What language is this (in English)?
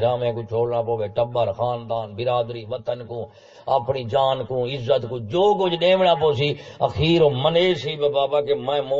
Saraiki